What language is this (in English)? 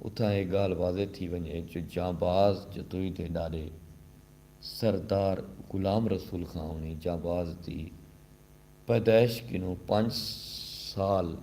Saraiki